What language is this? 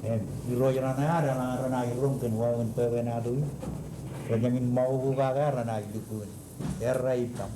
Marshallese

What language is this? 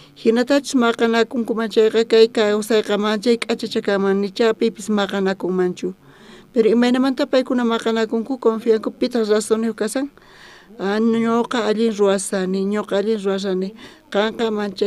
South Bolivian Quechua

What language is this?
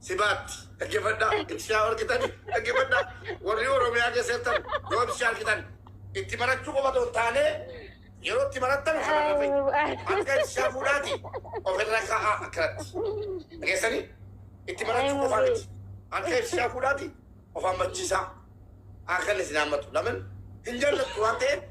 Oromo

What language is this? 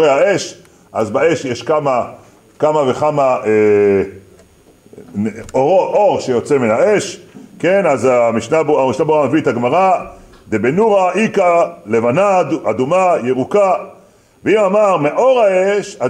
Hebrew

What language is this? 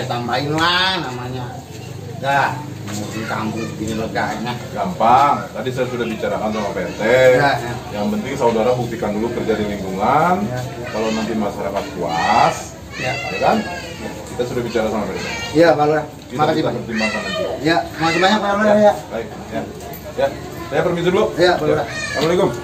Betawi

